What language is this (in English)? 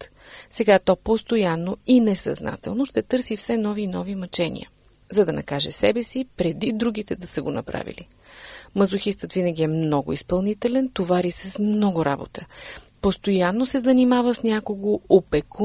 Bulgarian